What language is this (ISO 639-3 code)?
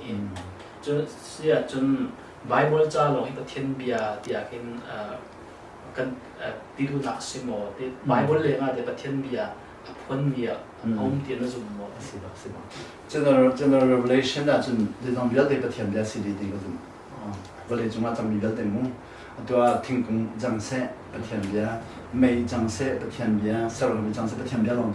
cnh